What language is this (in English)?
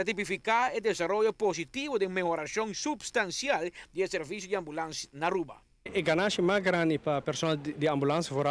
Papiamento